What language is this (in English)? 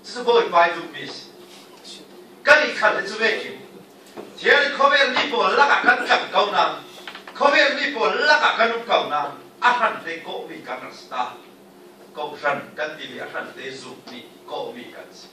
Falam Chin